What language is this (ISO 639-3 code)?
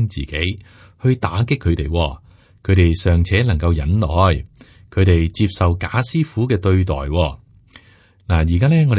yue